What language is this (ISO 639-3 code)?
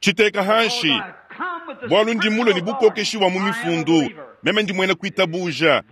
lua